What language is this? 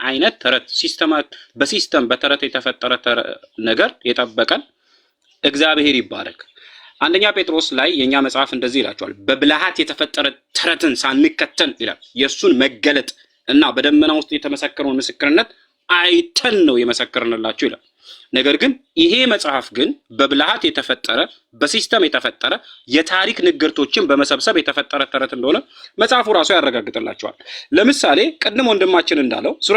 Amharic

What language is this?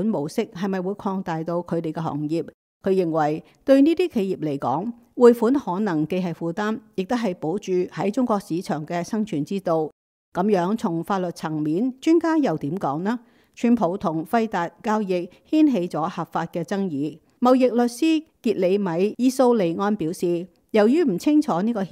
Cantonese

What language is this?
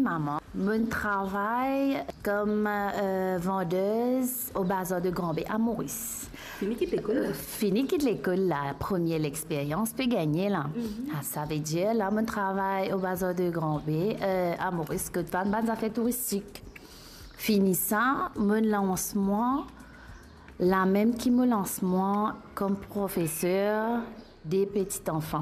Morisyen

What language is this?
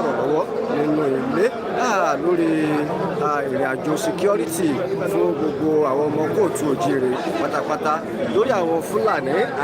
Yoruba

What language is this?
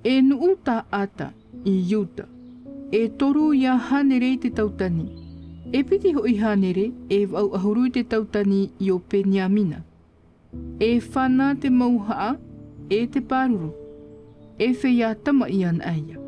Tahitian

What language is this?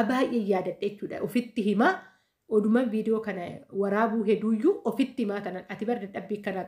Oromo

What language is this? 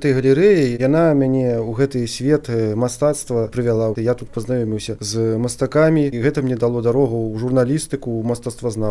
Belarusian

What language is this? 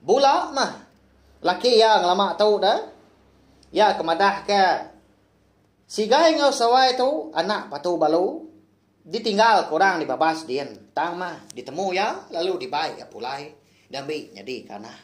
Iban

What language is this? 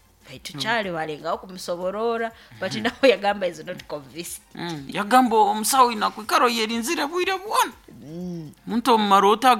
Nyankole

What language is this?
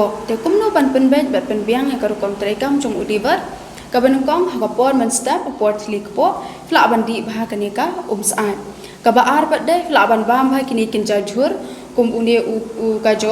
Khasi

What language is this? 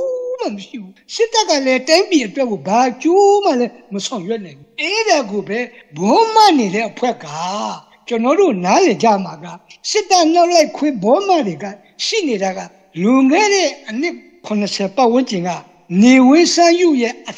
Burmese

